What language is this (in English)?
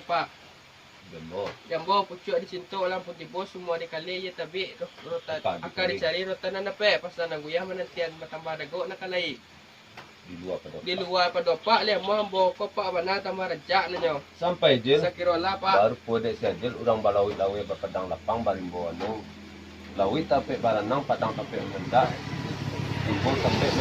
Minangkabau